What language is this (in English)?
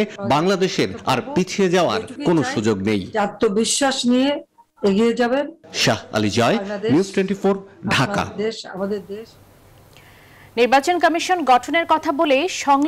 Bangla